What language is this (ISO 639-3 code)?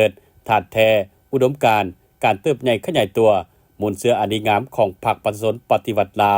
lao